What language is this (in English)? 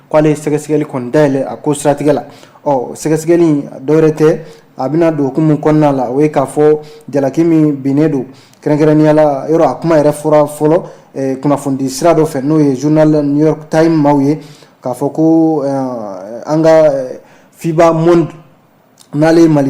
Bambara